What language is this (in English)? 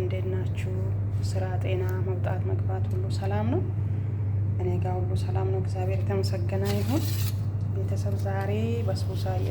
Amharic